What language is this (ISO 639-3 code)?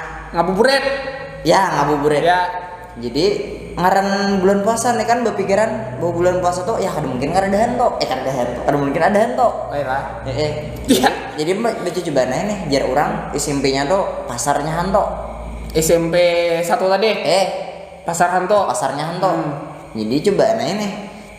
bjn